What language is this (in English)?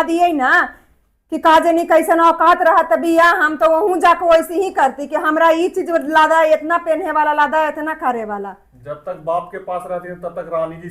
Magahi